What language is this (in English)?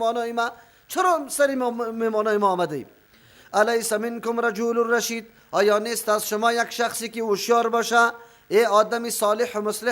Persian